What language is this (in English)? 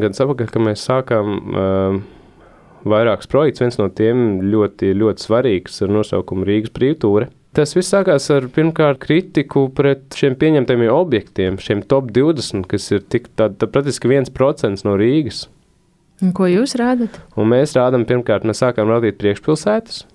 Latvian